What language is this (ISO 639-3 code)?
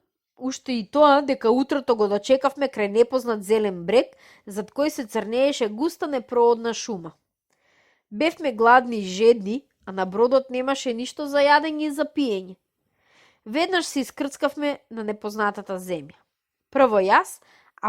mkd